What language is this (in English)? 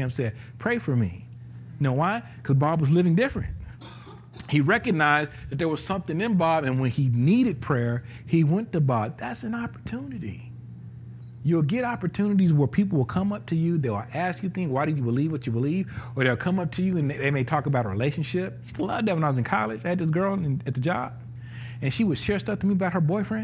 English